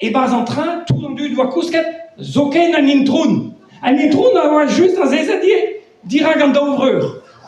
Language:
Breton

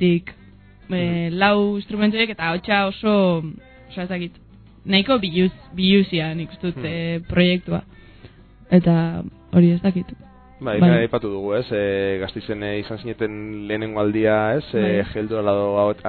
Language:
Basque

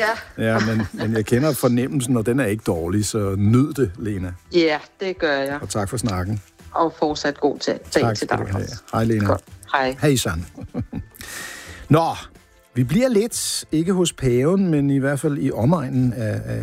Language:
Danish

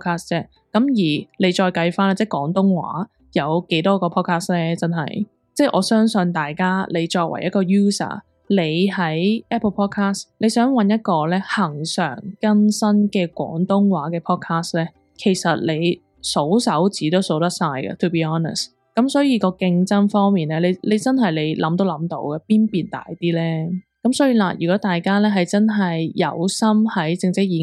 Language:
Cantonese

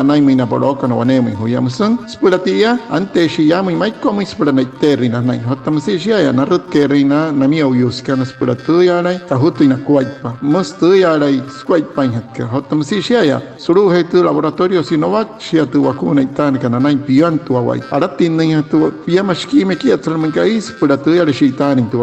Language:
Wayuu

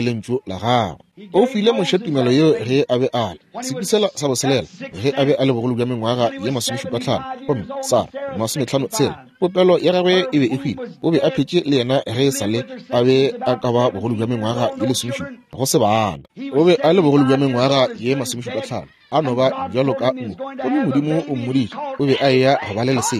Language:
Northern Sotho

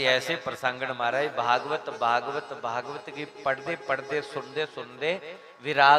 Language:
Dogri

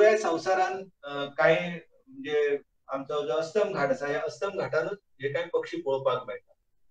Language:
Konkani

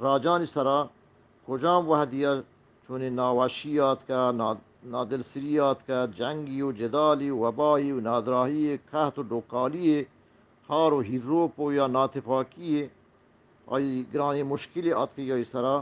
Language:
Eastern Balochi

